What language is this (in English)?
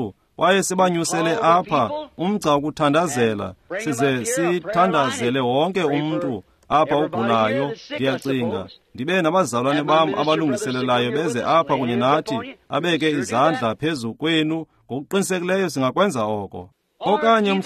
Xhosa